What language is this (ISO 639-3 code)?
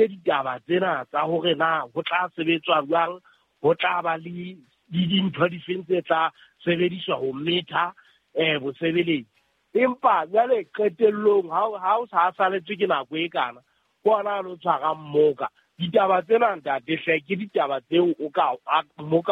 sot